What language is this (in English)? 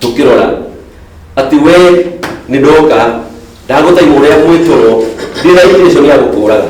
Kikuyu